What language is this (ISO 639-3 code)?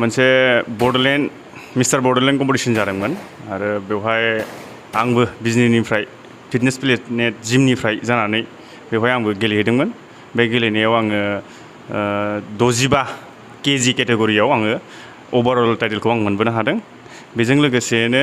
brx